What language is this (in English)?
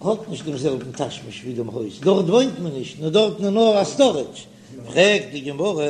Yiddish